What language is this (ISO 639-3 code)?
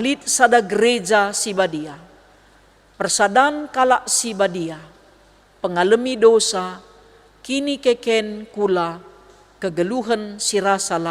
btx